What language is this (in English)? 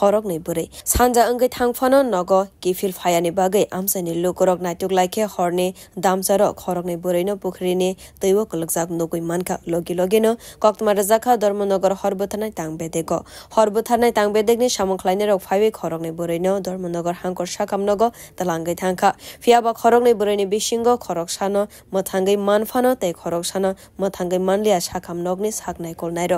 Kok Borok